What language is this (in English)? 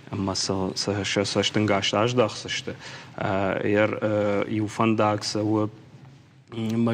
Ossetic